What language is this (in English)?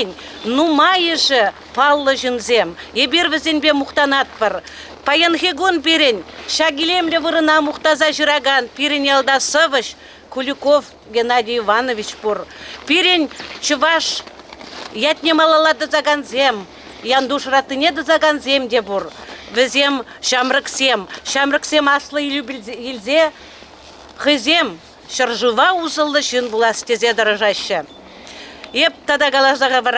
Chuvash